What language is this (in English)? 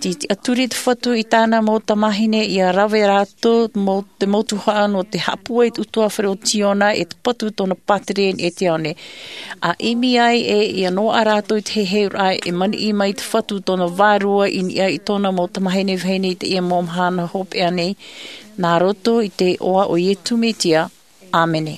Tahitian